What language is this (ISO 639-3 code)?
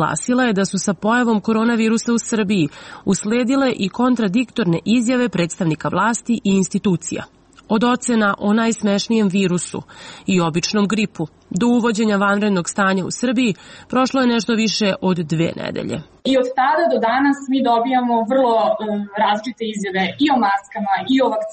srp